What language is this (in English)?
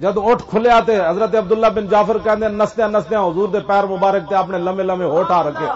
Western Panjabi